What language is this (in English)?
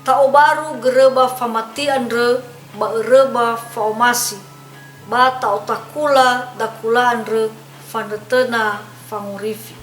Nias